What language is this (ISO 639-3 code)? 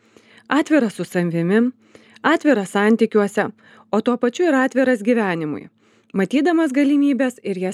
lit